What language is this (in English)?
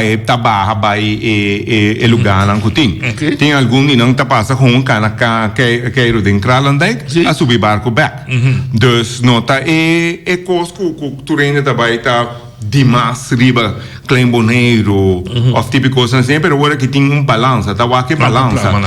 Papiamento